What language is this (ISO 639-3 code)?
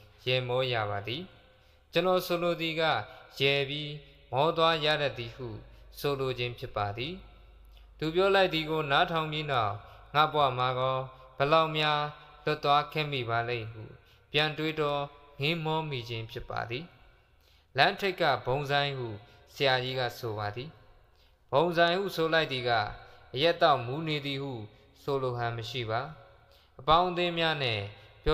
mya